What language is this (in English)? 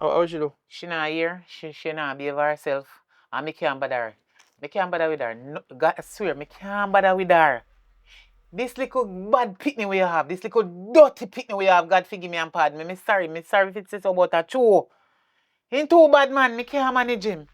Jamaican Creole English